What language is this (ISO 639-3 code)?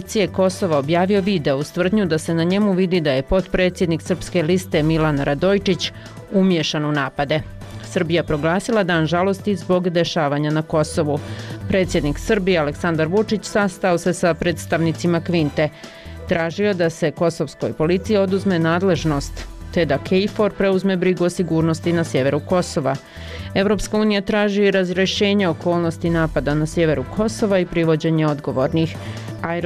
bos